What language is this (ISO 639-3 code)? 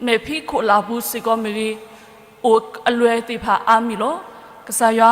ksw